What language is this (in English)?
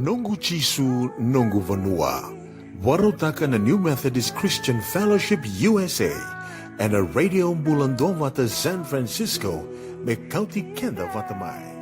Fijian